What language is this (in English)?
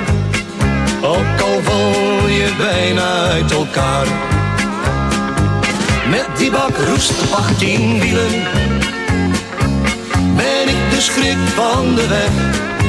Dutch